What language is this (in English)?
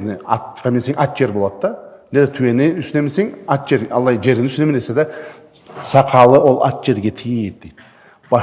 Karachay-Balkar